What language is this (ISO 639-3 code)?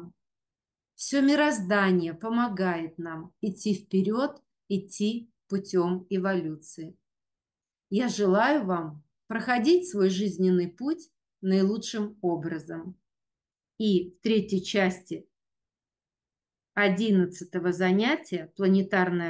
rus